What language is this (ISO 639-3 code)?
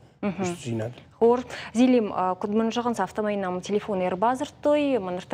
oss